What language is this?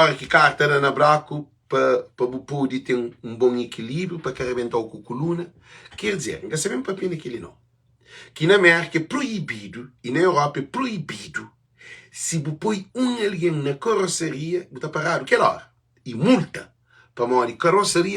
Kabuverdianu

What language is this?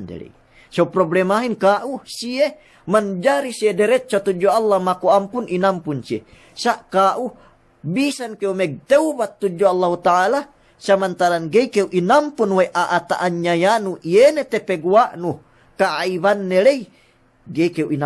Yakan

